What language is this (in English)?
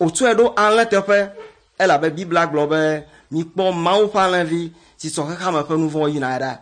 Ewe